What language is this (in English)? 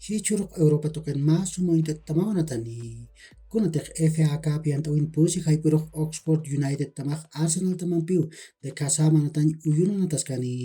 Aymara